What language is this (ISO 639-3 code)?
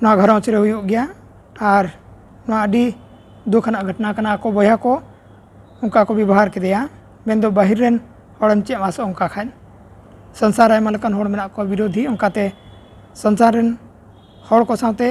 sat